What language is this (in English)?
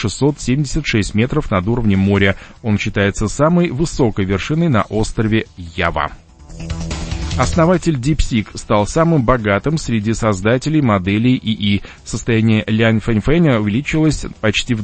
Russian